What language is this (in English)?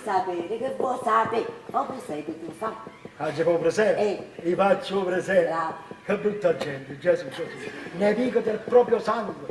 Neapolitan